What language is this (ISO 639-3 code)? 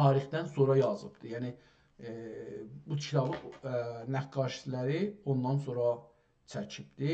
azb